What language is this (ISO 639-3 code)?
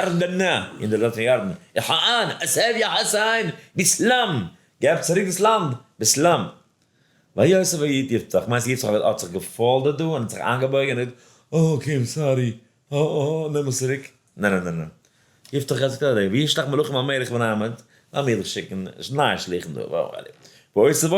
yid